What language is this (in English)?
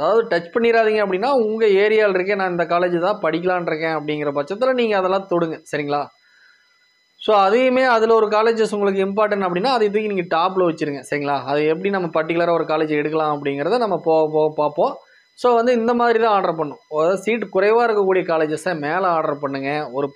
Tamil